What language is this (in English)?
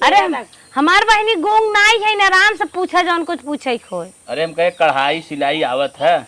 Awadhi